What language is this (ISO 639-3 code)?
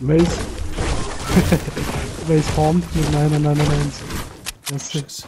bar